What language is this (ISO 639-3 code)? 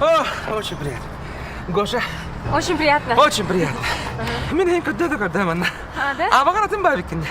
sah